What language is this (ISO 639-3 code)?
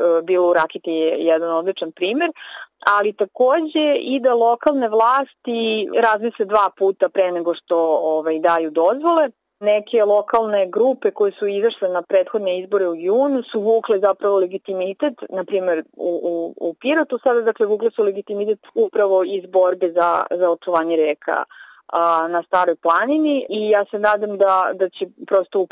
srp